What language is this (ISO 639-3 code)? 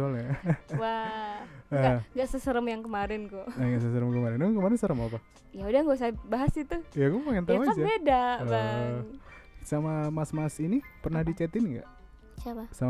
ind